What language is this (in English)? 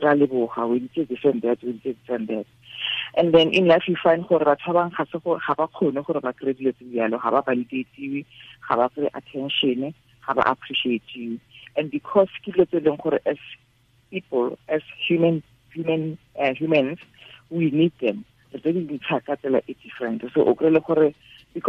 Tswana